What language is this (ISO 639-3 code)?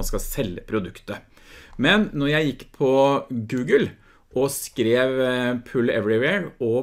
nor